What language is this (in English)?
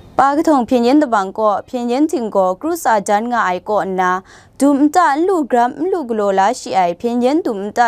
Kachin